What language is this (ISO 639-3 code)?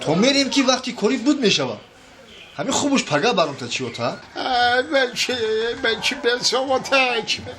tgk